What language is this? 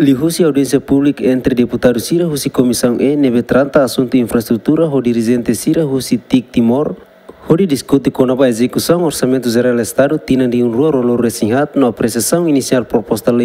Tetum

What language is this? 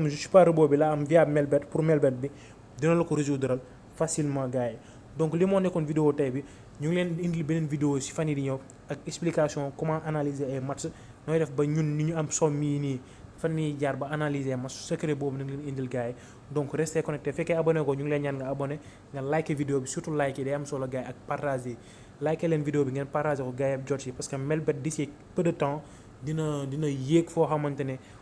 Wolof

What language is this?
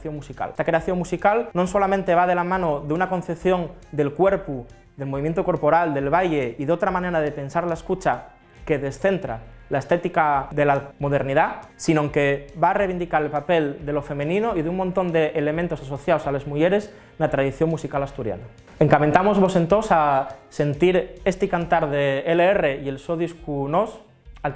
Asturian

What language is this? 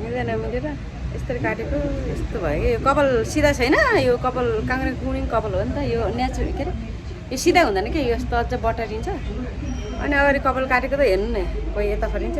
Nepali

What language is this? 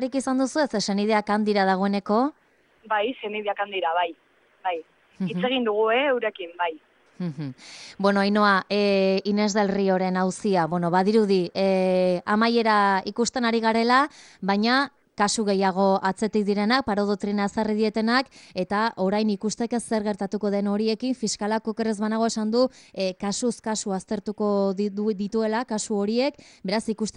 Basque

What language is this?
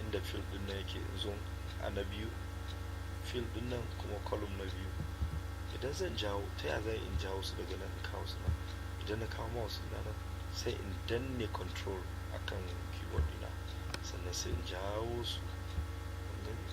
Hausa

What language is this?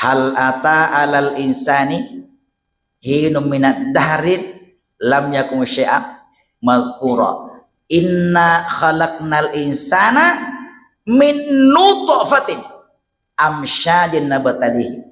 Buginese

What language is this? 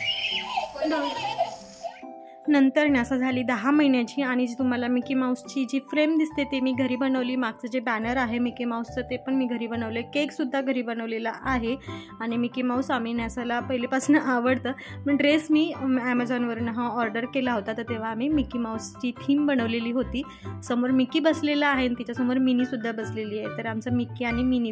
Marathi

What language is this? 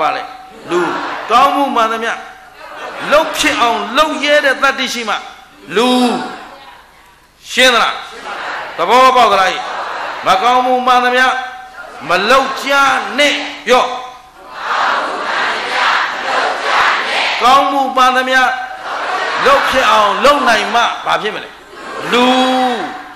Burmese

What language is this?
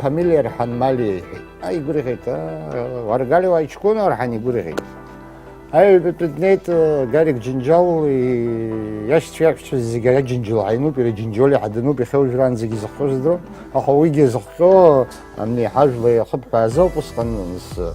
Abkhazian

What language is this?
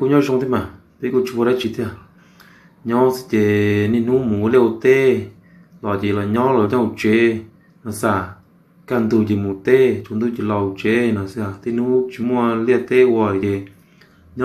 Hmong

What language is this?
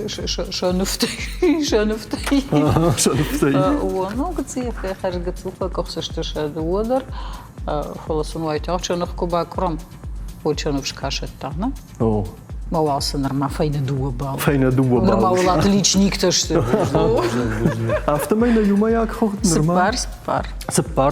Ossetic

